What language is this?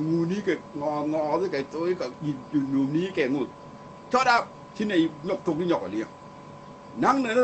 Nuer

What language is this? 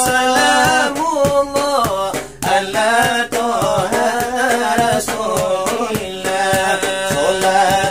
Minangkabau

